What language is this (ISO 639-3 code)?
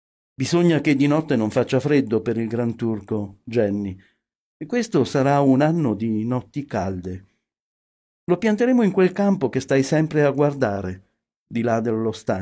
ita